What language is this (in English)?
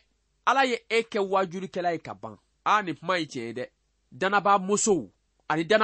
Bambara